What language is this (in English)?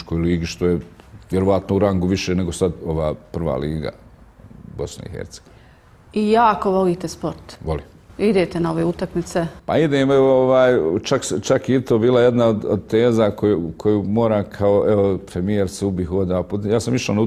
Bosnian